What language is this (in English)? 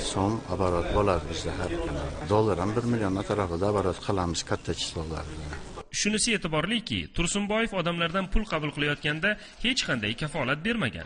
Uzbek